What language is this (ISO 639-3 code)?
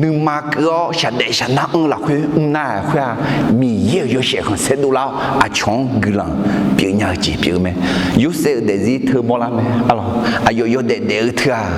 ahk